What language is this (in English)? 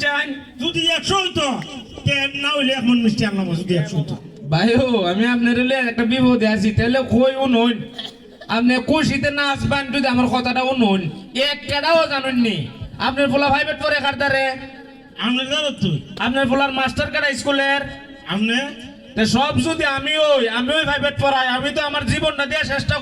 Sylheti